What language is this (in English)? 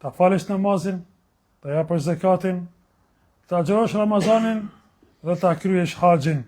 Albanian